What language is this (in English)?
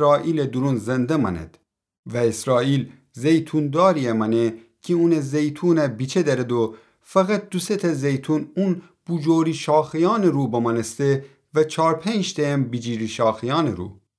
Gilaki